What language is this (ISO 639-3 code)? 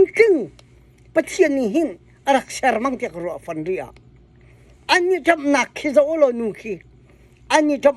cnh